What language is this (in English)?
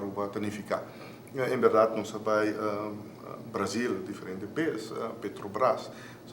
Papiamento